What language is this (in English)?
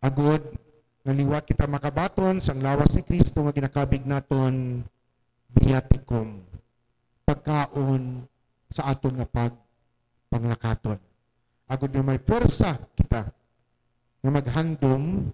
Hiligaynon